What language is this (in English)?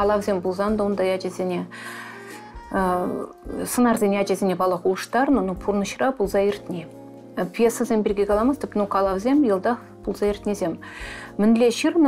Chuvash